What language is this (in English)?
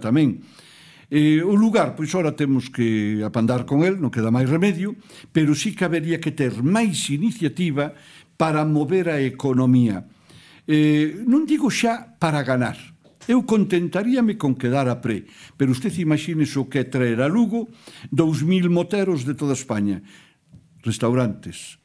Galician